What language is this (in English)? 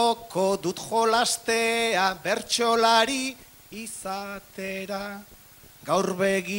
Basque